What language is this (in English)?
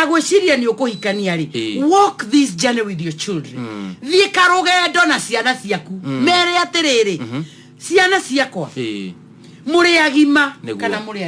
Kikuyu